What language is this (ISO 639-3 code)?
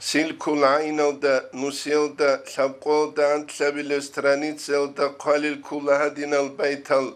ava